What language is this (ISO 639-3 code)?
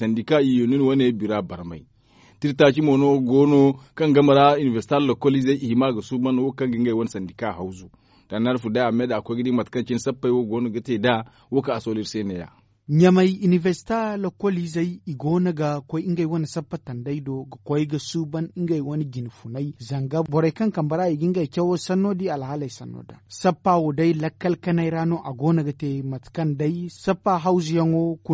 dje